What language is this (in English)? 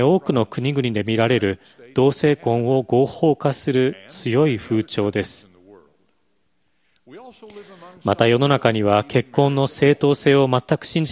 Japanese